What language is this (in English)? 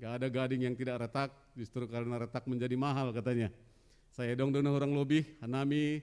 Batak Simalungun